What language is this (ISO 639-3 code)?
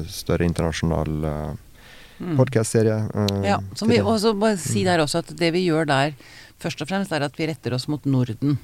nor